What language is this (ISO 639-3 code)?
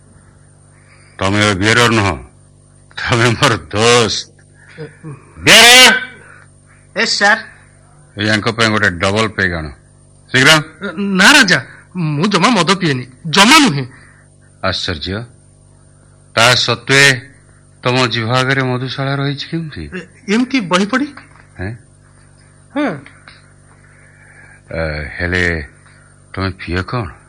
ori